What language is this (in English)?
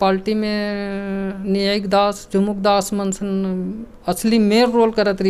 Chhattisgarhi